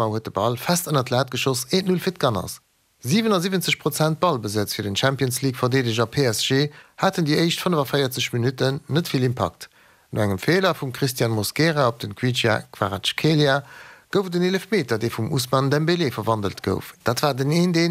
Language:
Luxembourgish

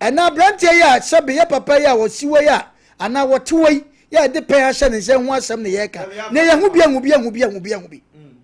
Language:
Akan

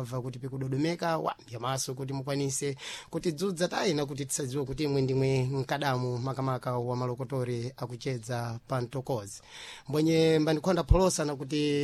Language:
Sena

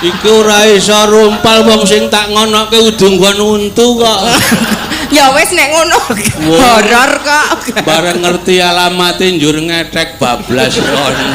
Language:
Javanese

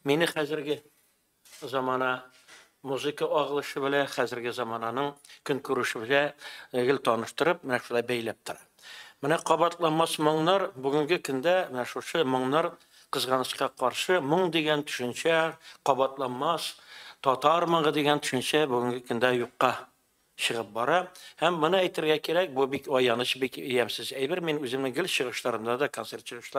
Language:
Tatar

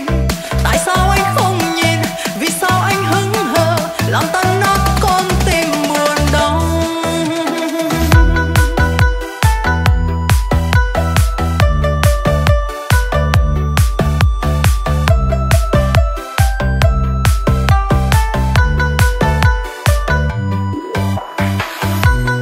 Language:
Vietnamese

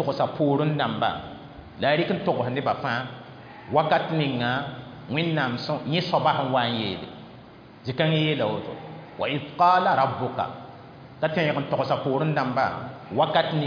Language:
Mossi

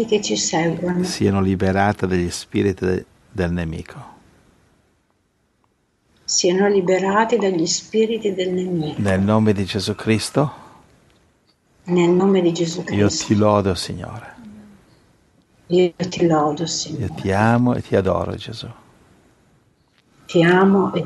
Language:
Italian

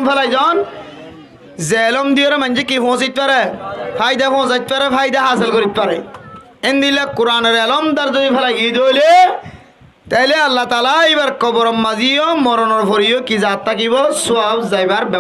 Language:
Rohingya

